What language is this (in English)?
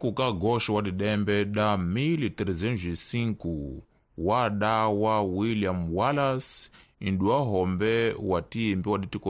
Tsonga